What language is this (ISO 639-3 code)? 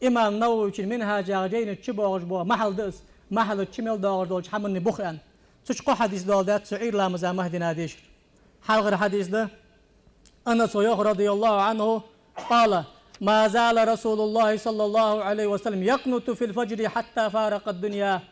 inh